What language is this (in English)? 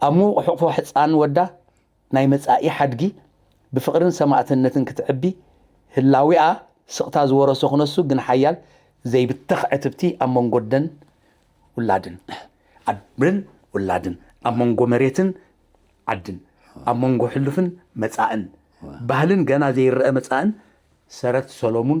Tigrinya